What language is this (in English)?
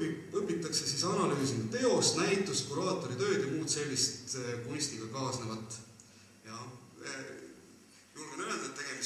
Estonian